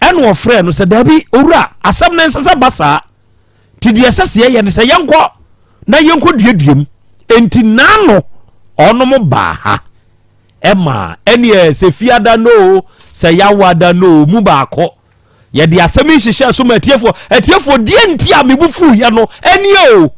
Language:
Akan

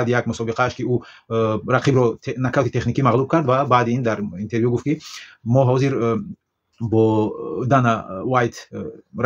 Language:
Tajik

